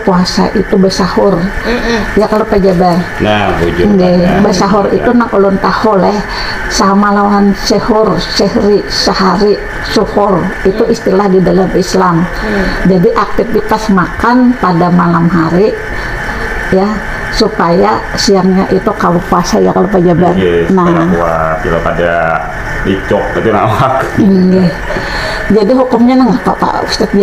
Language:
Banjar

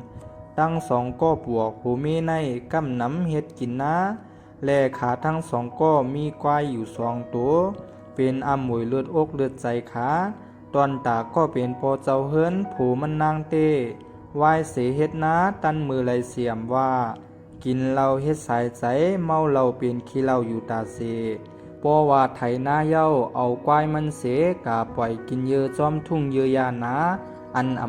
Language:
Shan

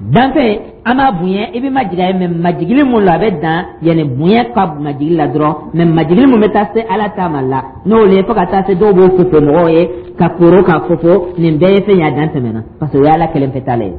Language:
Dyula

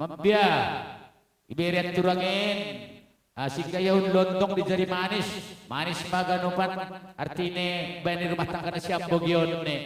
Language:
Batak Simalungun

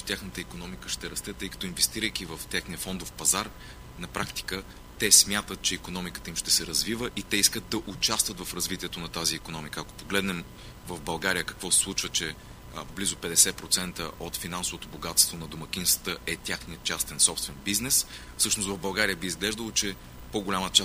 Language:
Bulgarian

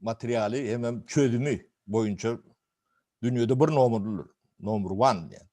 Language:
Turkmen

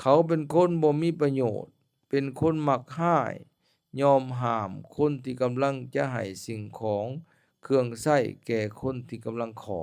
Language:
Lao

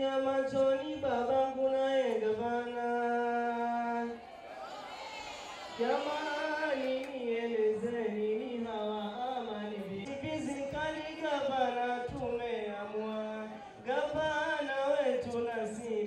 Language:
Swahili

